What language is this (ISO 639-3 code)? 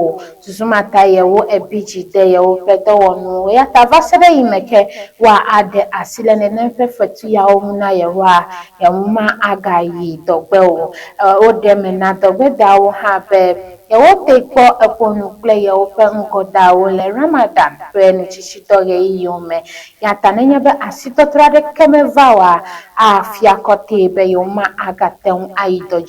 ewe